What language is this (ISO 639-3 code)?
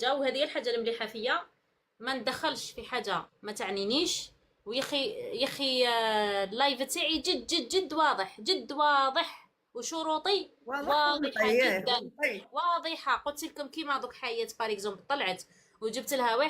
arq